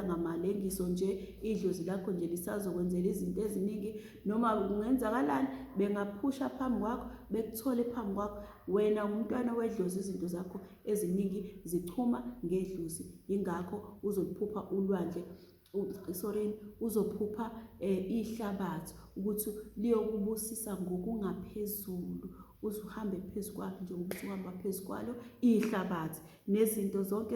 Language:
Zulu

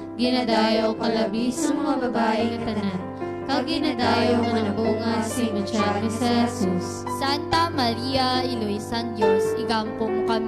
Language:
Hiligaynon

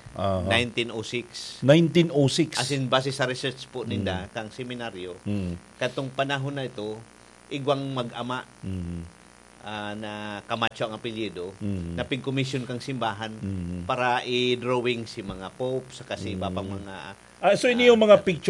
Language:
Bikol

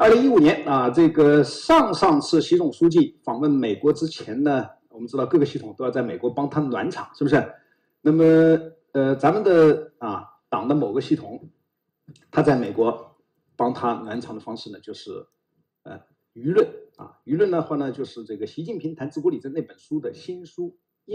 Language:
Chinese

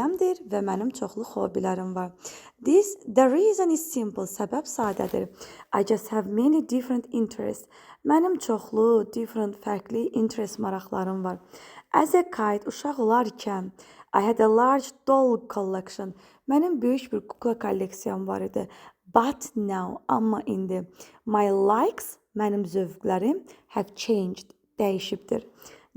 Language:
Azerbaijani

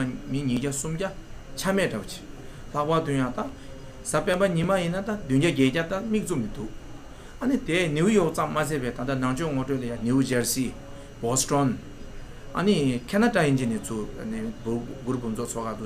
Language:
Tibetan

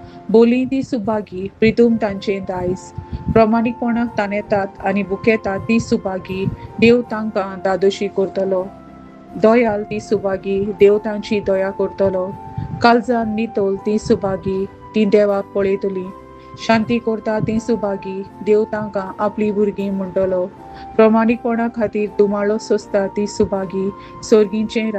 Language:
Konkani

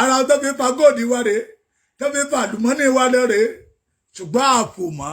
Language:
Yoruba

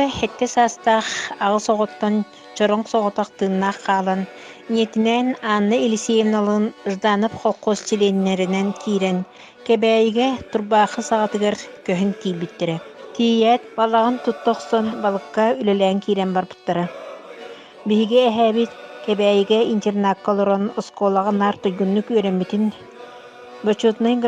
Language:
Yakut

